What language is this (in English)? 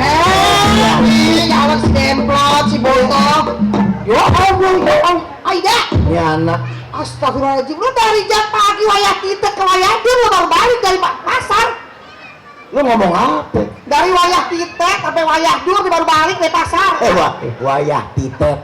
Betawi